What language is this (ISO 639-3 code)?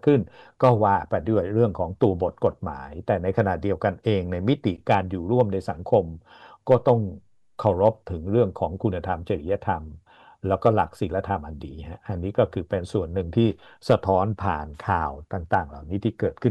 tha